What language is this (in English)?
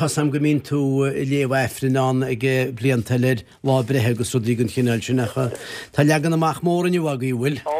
Irish